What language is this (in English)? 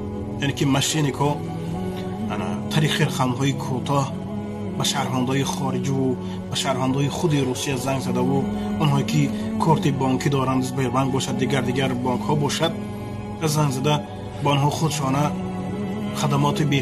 Tajik